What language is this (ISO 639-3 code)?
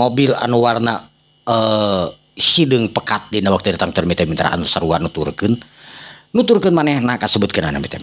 sun